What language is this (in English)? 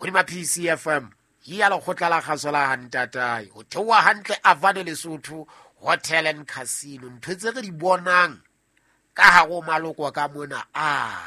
Southern Sotho